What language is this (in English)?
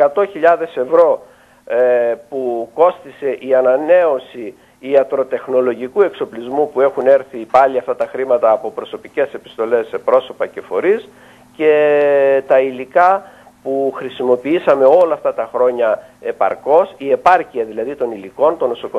Greek